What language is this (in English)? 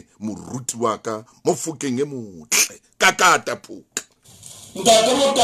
Southern Sotho